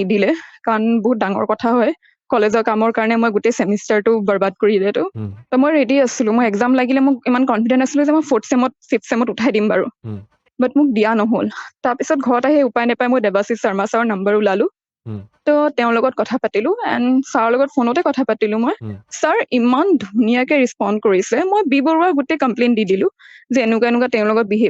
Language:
Assamese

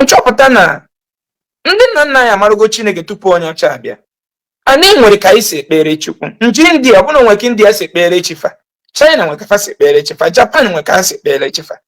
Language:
Igbo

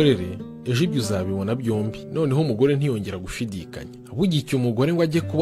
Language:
Kinyarwanda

